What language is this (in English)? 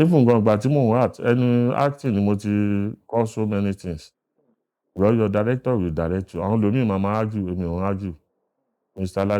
Yoruba